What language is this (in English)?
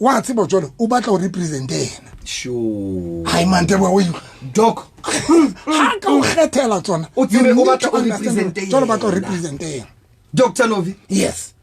Southern Sotho